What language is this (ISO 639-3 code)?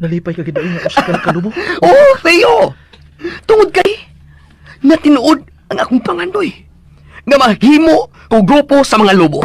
ceb